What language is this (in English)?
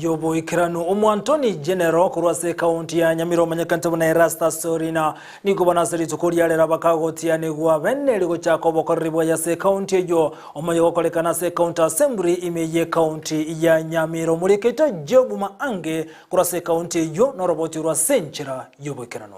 Gusii